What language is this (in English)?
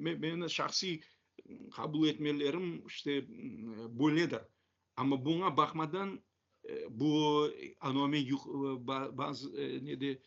Crimean Tatar